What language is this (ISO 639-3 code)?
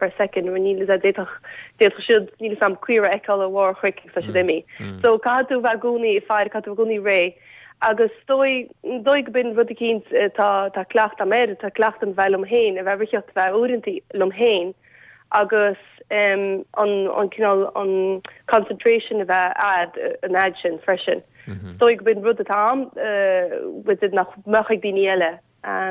gle